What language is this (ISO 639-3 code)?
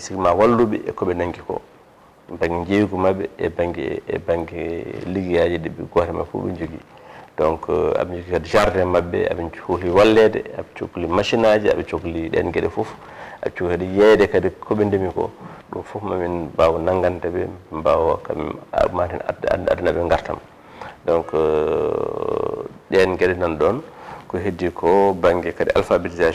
ful